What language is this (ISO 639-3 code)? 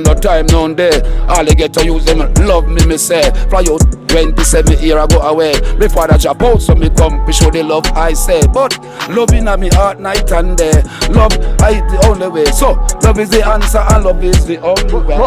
jam